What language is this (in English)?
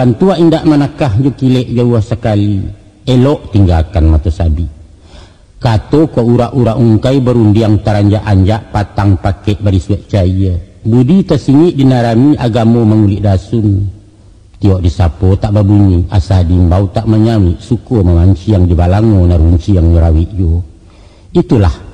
Minangkabau